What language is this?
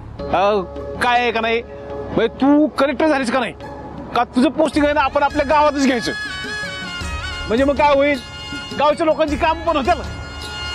Marathi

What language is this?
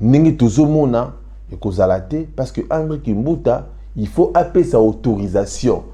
Lingala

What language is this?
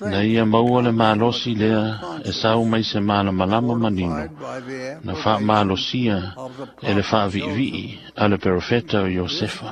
Samoan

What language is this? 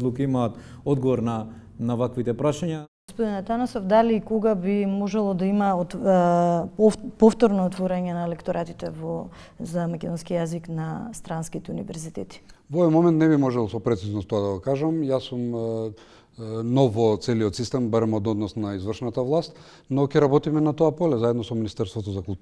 Macedonian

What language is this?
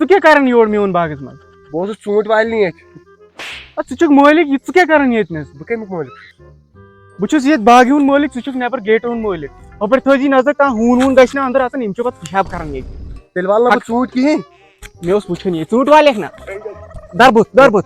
Kashmiri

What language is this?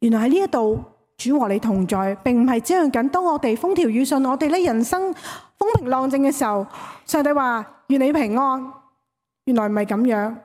Cantonese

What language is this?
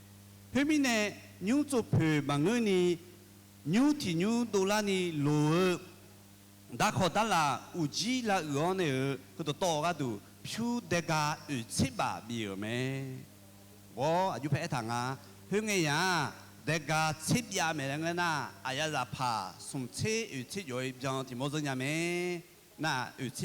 Akha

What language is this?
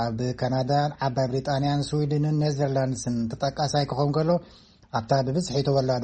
Tigrinya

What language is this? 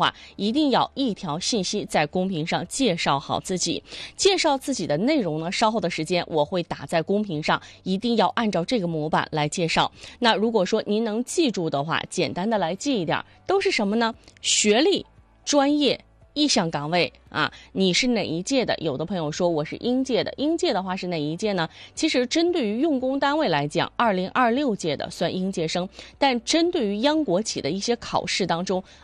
Chinese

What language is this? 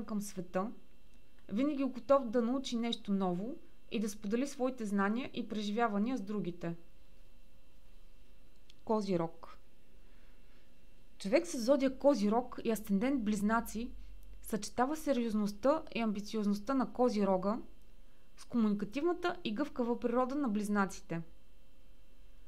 Bulgarian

